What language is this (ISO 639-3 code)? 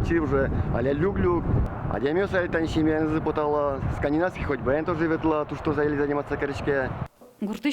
udm